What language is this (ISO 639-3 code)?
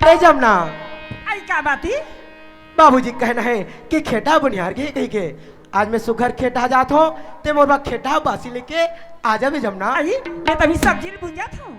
hne